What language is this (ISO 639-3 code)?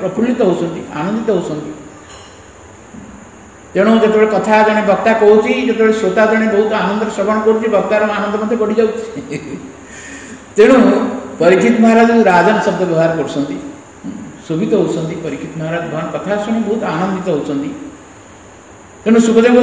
ori